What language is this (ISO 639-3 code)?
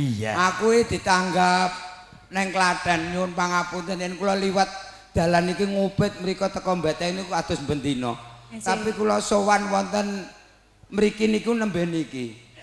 jav